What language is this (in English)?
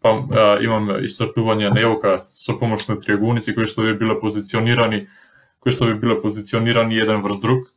Macedonian